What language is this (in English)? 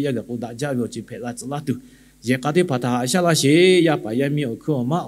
Lahu